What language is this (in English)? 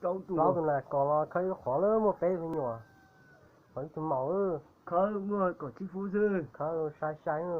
Hmong